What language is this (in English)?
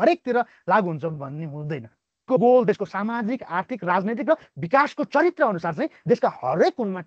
Nepali